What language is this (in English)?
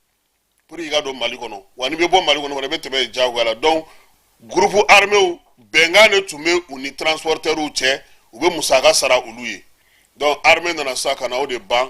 Bambara